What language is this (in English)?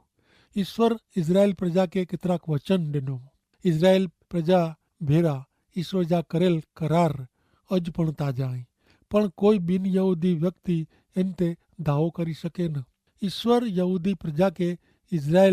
Kachhi